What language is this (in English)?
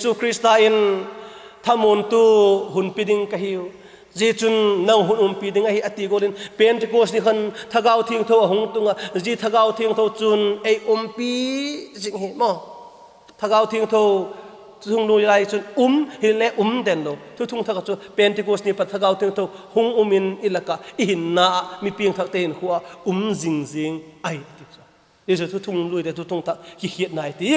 Vaiphei